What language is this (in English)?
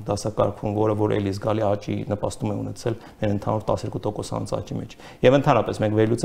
Armenian